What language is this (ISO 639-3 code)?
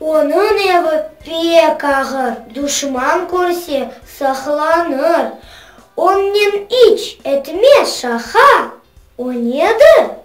crh